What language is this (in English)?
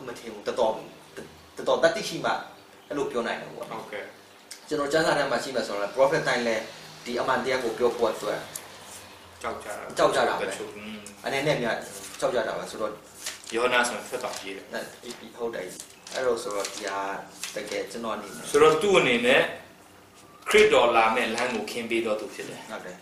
Burmese